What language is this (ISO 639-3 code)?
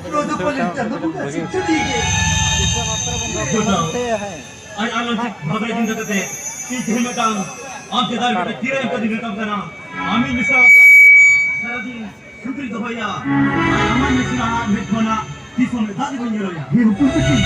sat